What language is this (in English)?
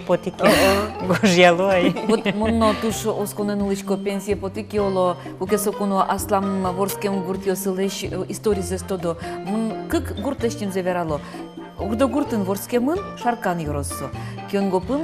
Udmurt